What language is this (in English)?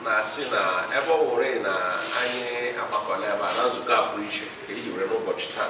Igbo